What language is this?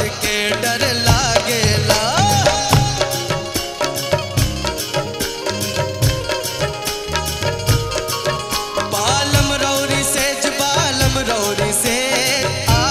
Bhojpuri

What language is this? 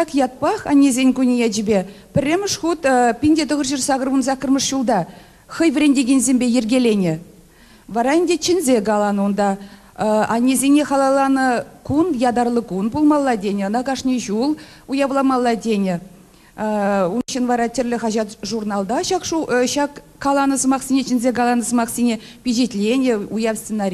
Chuvash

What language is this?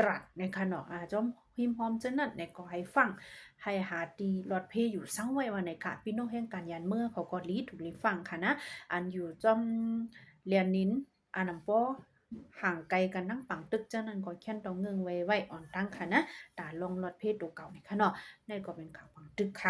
Shan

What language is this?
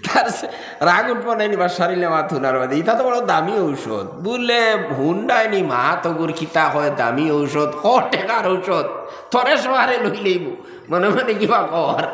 Sylheti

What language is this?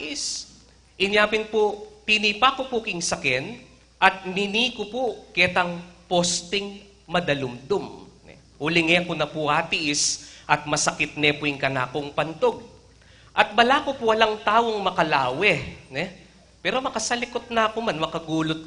Pampanga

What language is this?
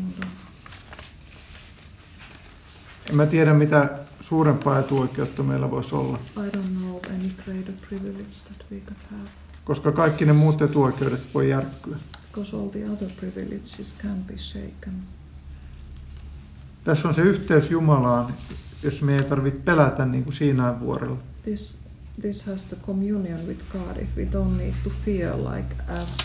Finnish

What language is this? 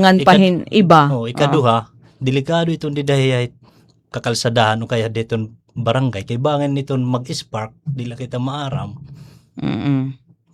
Waray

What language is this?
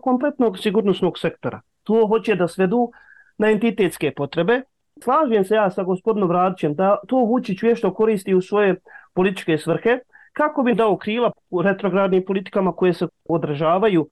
Bosnian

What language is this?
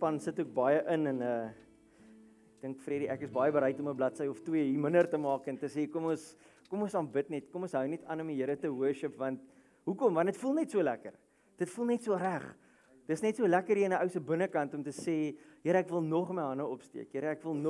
Afrikaans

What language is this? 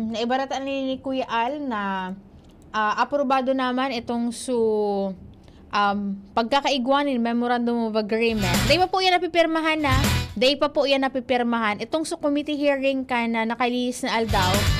Bikol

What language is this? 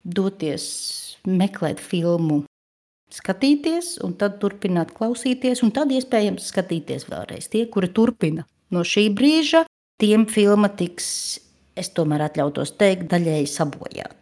Latvian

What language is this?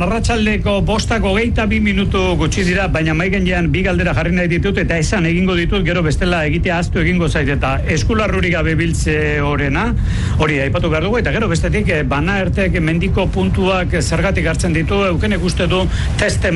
Basque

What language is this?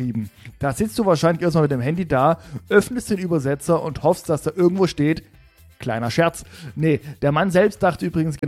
German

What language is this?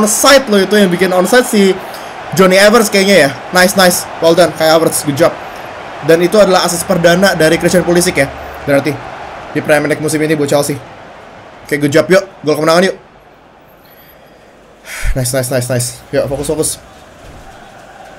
Indonesian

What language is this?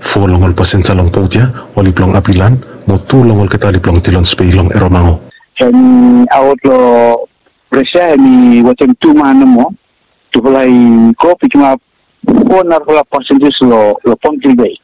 Bislama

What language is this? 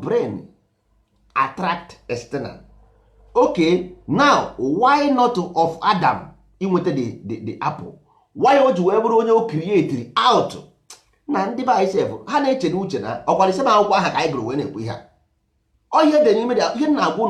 Igbo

